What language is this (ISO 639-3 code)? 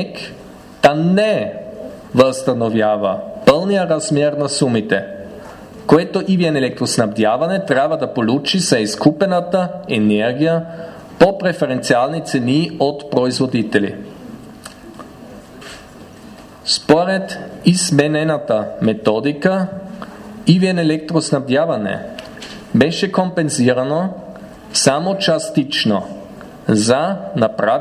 bul